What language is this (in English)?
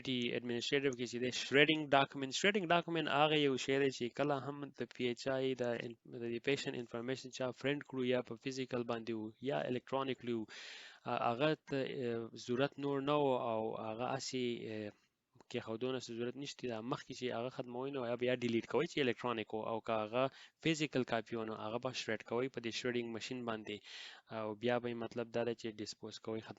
Pashto